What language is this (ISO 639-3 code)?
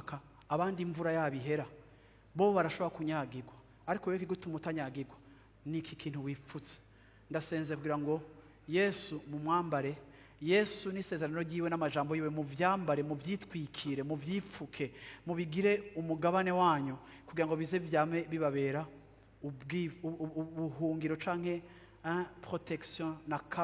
run